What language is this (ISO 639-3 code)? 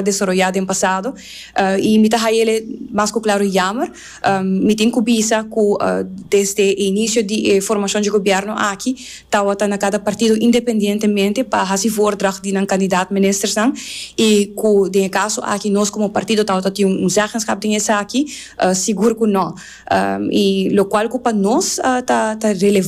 pap